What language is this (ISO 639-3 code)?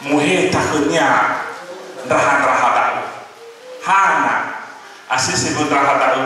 nia